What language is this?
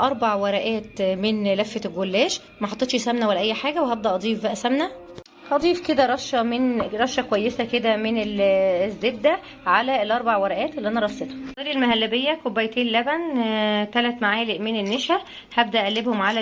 Egyptian Arabic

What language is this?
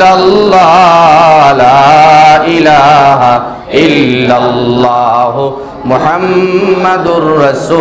Sylheti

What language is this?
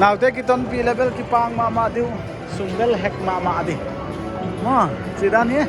Paite Chin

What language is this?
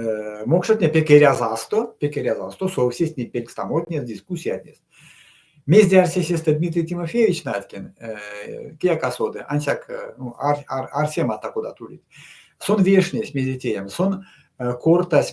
Erzya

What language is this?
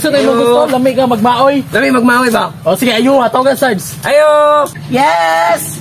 Cebuano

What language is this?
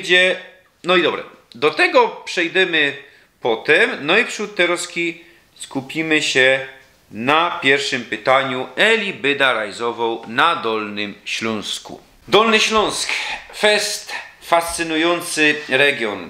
Silesian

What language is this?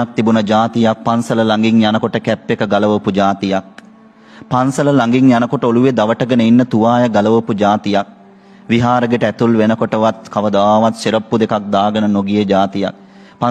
Sinhala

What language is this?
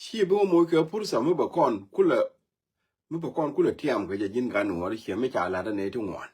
Nuer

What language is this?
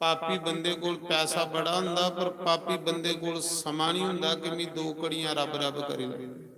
Dogri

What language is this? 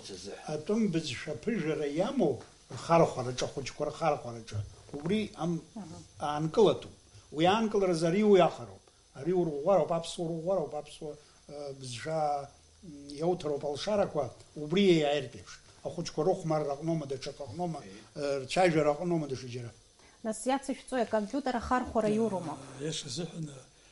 Abkhazian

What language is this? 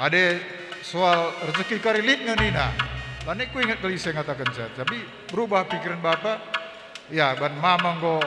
Batak Karo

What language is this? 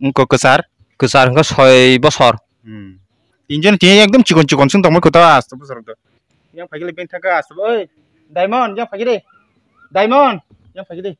Kok Borok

